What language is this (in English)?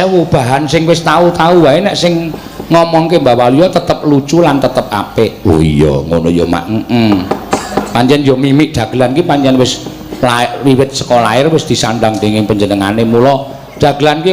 Javanese